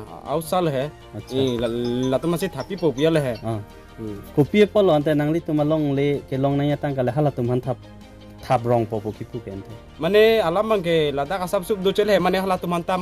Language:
Karbi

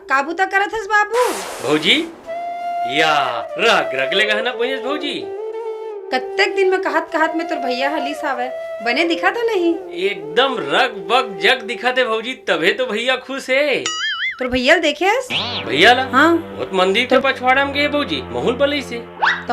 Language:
Chhattisgarhi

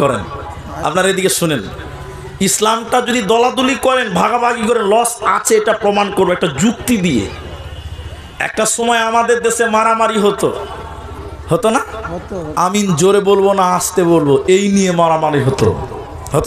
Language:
Bangla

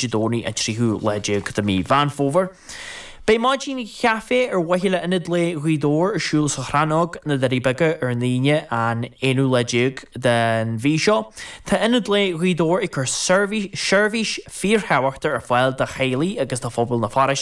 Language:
Irish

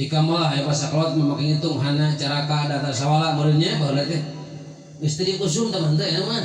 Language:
Sundanese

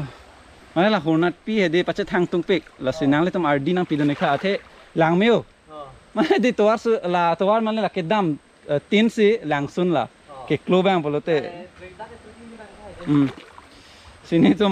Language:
Karbi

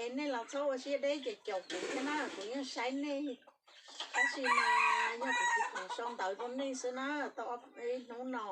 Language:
Hmong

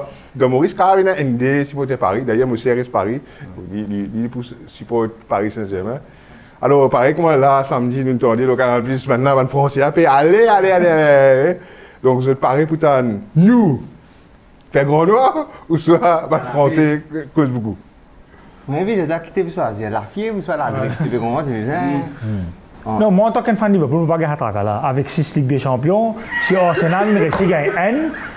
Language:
Morisyen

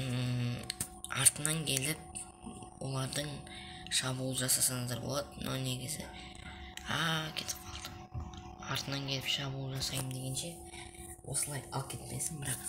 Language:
Kazakh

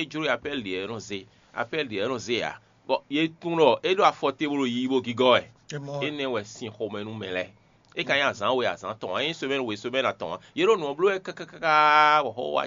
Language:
Fon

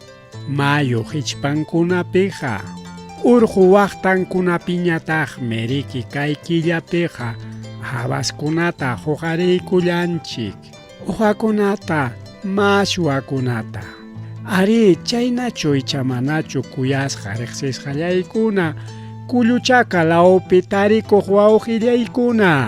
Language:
Ayacucho Quechua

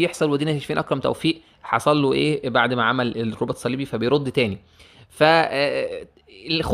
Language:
Egyptian Arabic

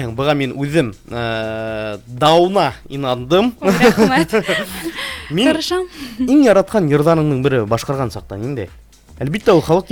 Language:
Bashkir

